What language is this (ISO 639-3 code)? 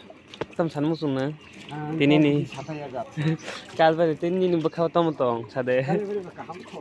trp